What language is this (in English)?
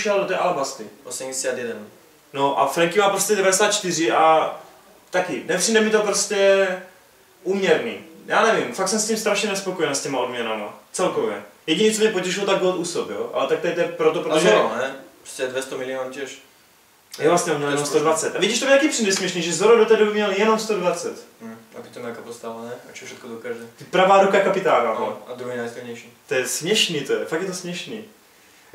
Czech